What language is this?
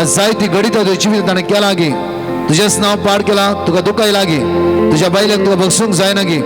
Konkani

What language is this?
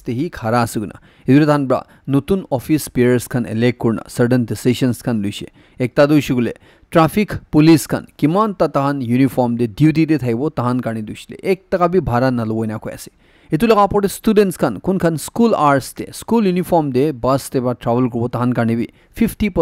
Naga Pidgin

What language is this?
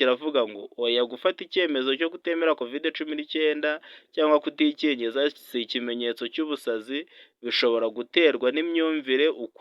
Kinyarwanda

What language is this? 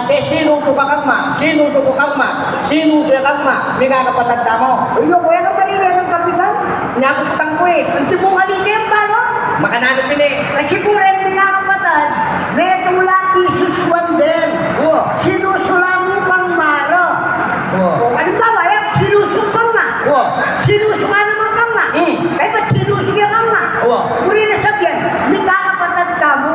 Pampanga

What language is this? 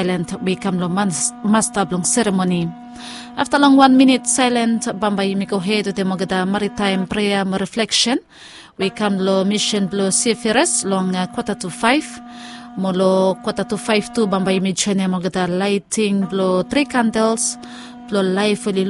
Bislama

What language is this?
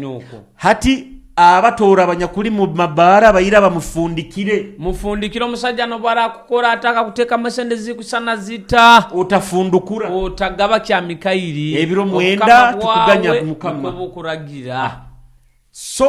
Nyoro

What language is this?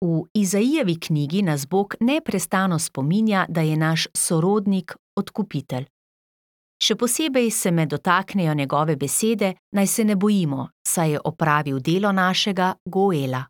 Slovenian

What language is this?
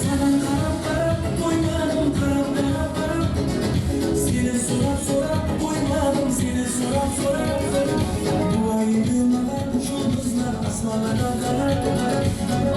Kara-Kalpak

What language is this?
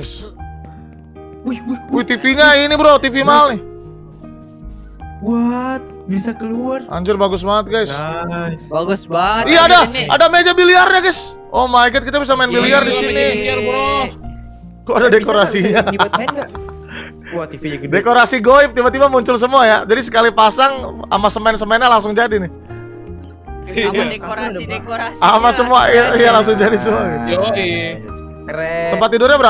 Indonesian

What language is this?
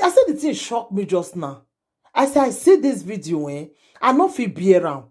Nigerian Pidgin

